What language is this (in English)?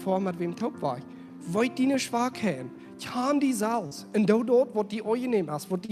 Plautdietsch